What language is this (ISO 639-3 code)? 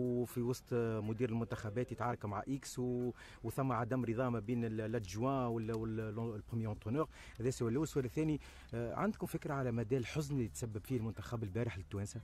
aeb